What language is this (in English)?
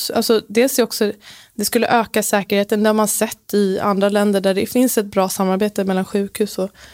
Swedish